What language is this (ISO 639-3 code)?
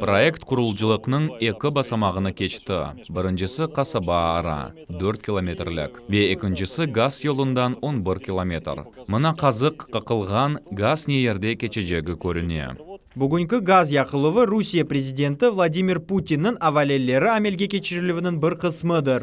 crh